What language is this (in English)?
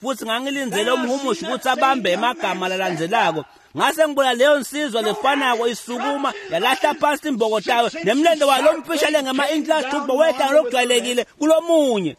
Swati